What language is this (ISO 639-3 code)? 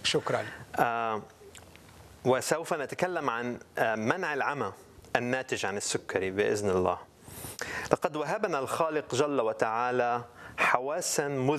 ara